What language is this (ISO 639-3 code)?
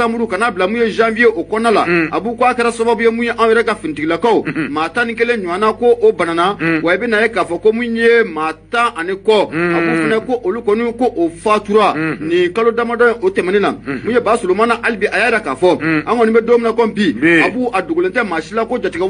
bam